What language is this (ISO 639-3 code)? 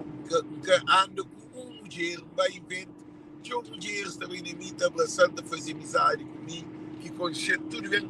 kea